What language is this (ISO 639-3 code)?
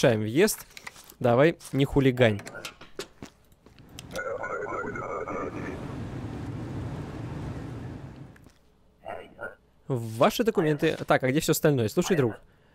rus